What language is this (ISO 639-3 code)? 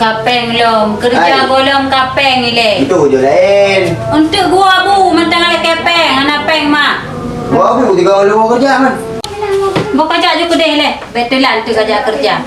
ace